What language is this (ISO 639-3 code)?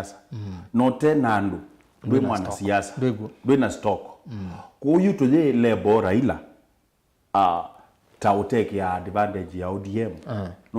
kam